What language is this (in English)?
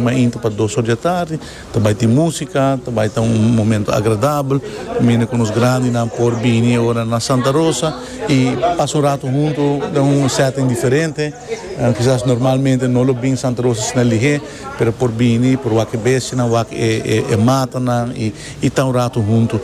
Papiamento